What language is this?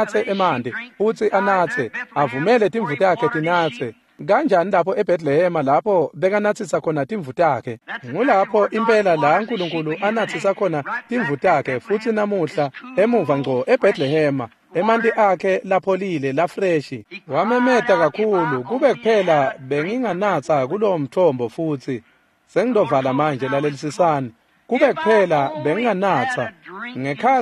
Swati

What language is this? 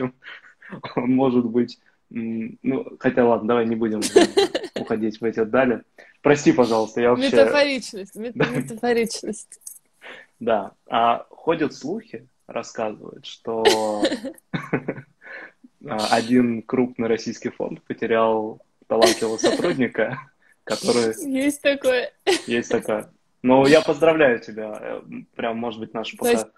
Russian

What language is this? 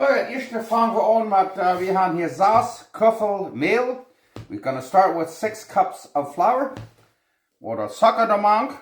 Plautdietsch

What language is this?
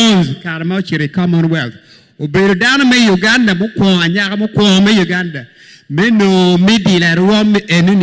Acoli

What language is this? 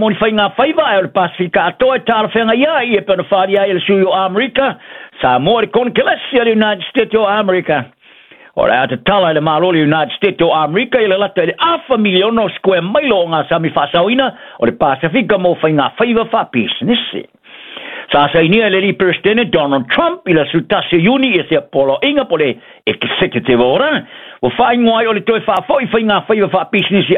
Samoan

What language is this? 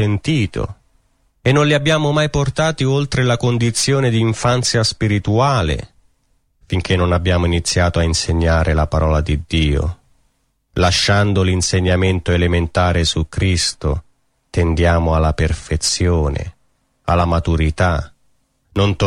Italian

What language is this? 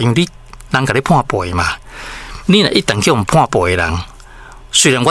Min Nan Chinese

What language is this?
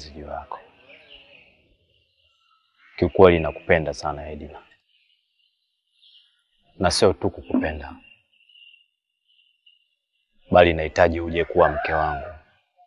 Swahili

